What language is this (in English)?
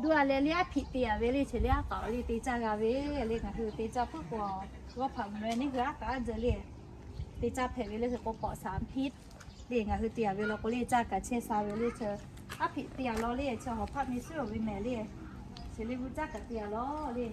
Lahu